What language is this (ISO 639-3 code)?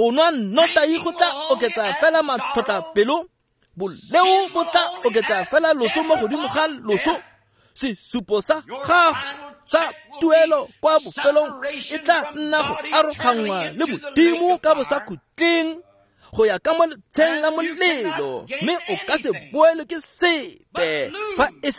tsn